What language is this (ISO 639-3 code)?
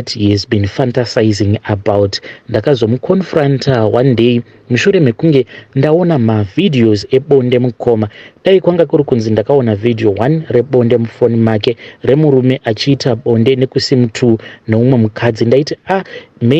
sna